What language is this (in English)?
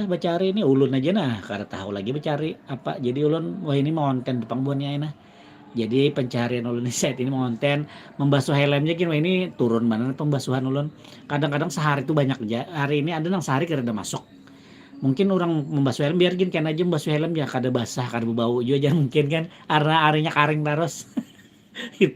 Banjar